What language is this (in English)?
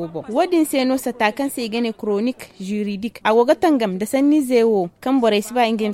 Zarma